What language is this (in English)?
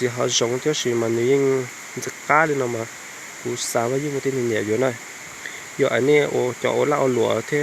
Hmong